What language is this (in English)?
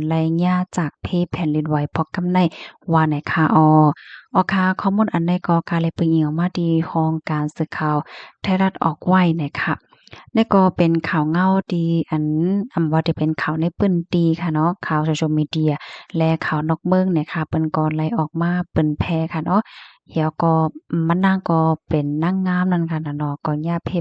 Shan